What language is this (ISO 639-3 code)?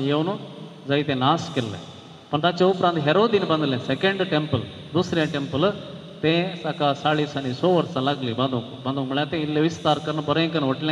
kok